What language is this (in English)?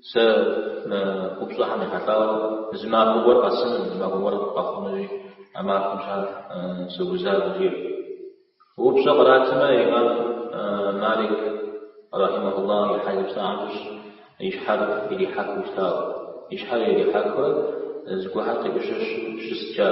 Kabardian